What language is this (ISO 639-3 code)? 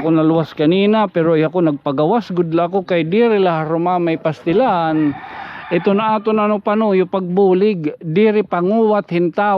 war